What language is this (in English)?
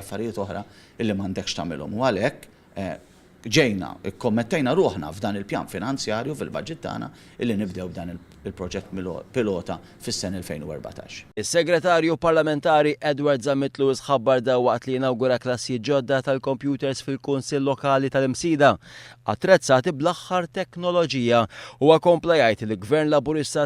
Maltese